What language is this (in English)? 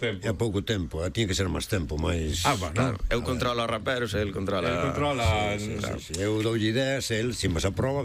Galician